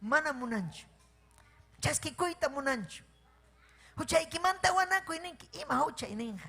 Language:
Ayacucho Quechua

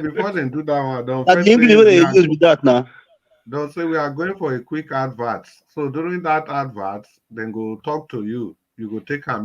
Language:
Nigerian Pidgin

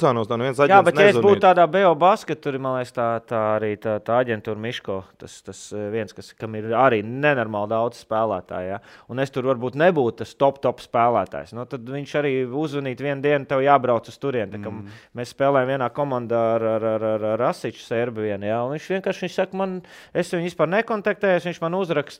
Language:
Latvian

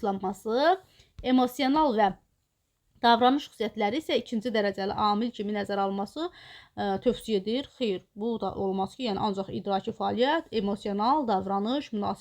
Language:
Azerbaijani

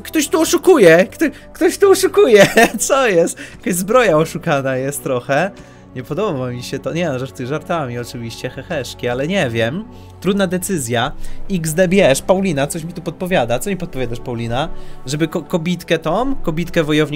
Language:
Polish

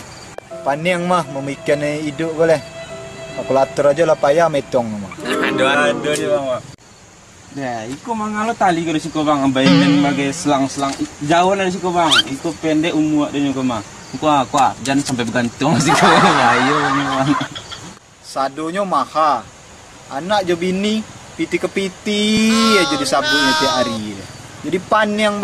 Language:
Minangkabau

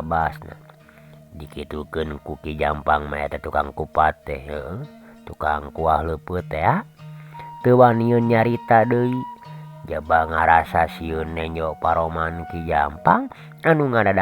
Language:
Sundanese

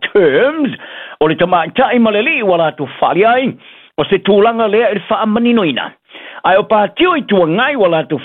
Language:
Samoan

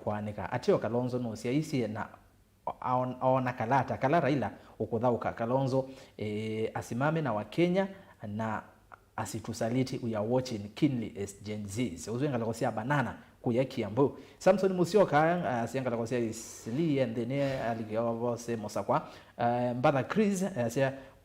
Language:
Kamba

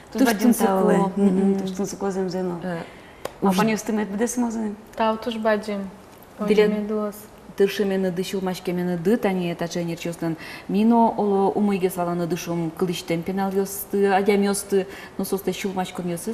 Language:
Udmurt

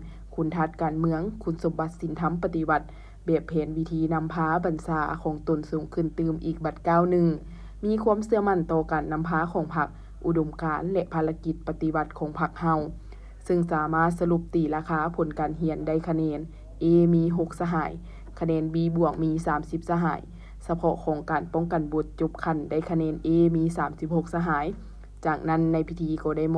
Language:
Lao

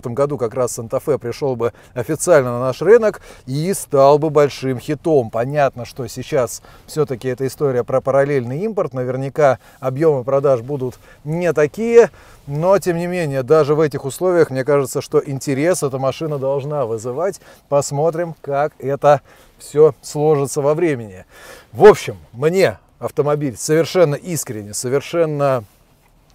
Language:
Russian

